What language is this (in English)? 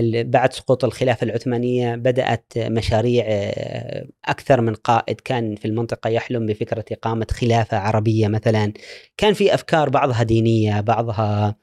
Gulf Arabic